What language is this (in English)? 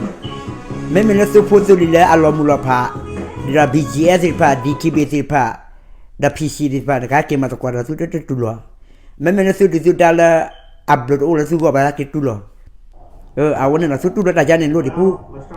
S'gaw Karen